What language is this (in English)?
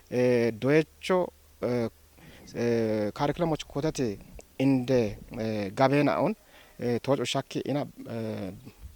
Kafa